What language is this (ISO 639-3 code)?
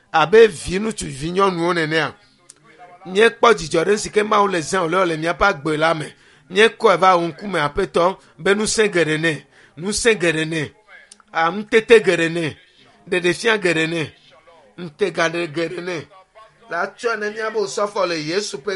ewe